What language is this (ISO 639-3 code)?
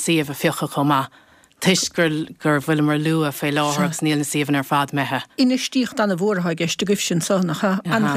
gle